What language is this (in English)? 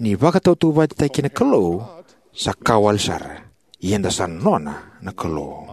Fijian